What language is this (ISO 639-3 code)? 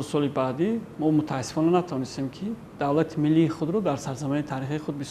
tgk